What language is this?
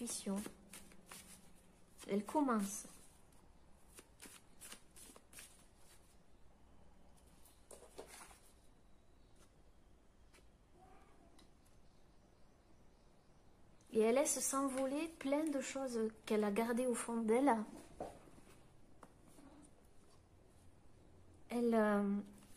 French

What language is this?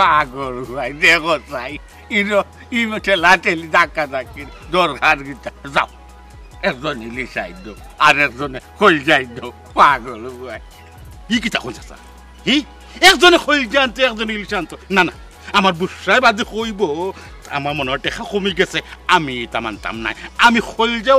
Sylheti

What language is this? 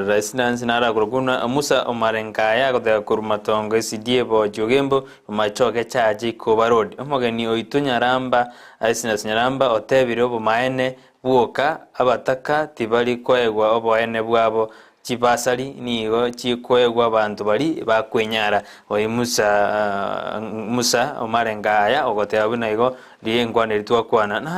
Gusii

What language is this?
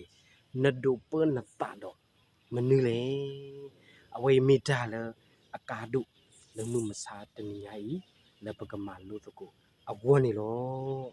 S'gaw Karen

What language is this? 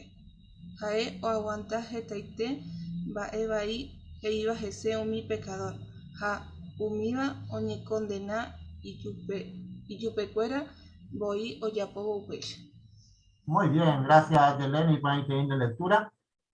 Guarani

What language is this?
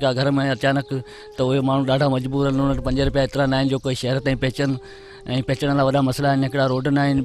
Sindhi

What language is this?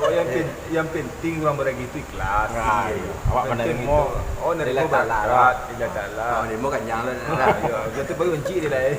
Minangkabau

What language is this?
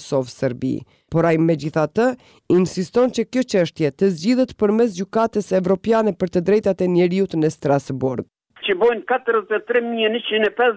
Albanian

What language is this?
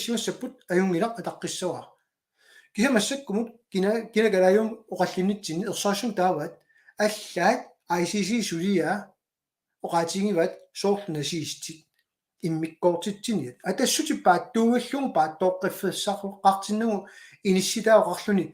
Kalaallisut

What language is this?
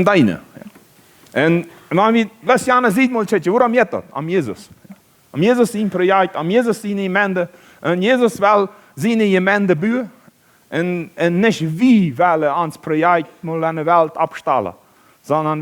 Plautdietsch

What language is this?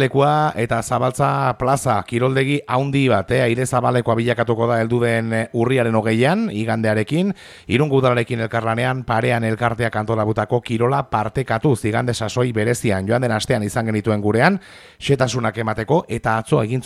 Basque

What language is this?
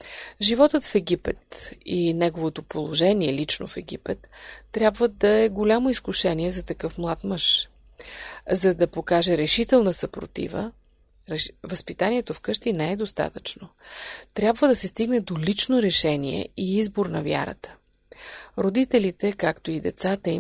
Bulgarian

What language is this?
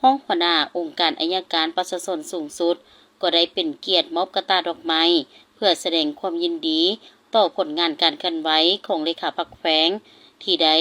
Lao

